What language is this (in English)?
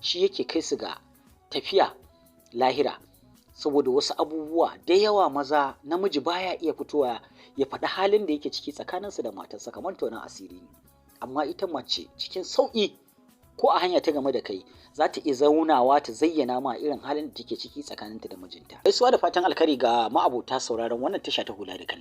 Hausa